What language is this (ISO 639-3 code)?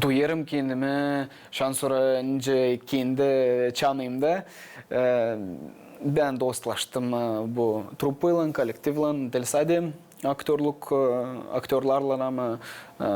gag